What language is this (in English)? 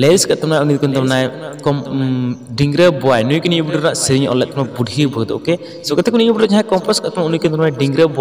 Santali